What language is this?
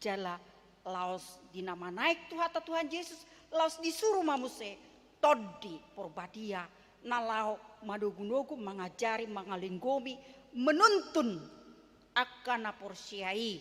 Batak Toba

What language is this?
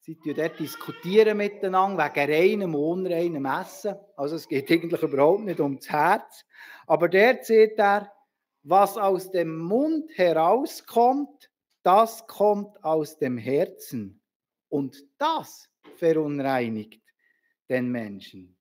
Swiss German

